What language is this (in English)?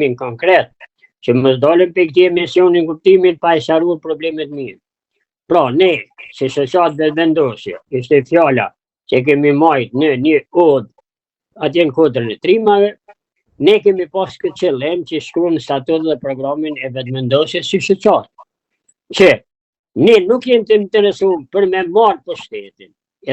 Albanian